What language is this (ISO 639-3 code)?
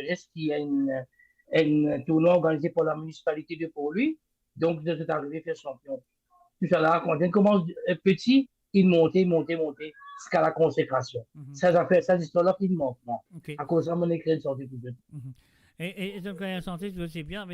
mfe